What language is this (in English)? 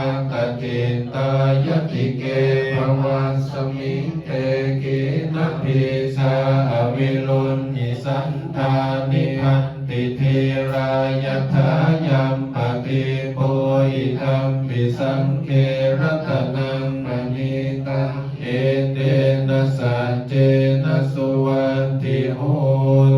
Pali